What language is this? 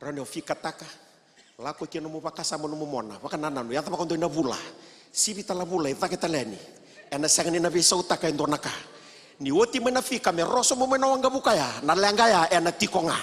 Fijian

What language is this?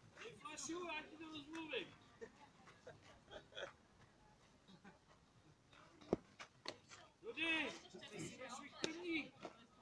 Czech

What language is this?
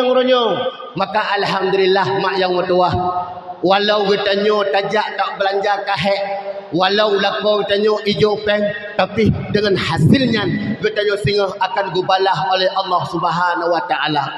Achinese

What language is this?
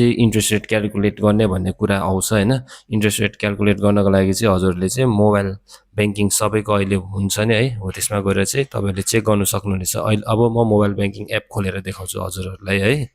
Nepali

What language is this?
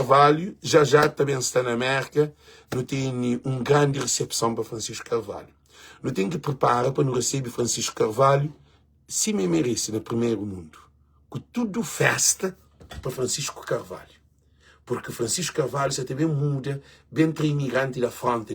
Kabuverdianu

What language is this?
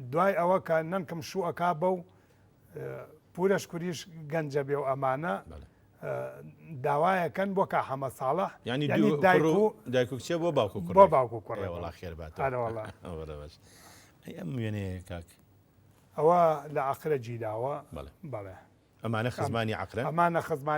Central Kurdish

